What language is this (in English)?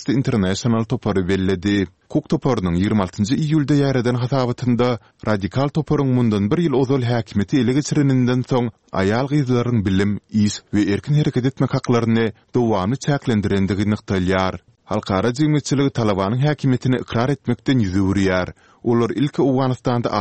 Turkmen